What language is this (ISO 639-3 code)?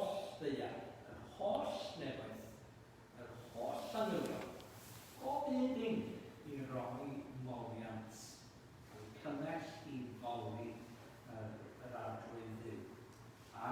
cym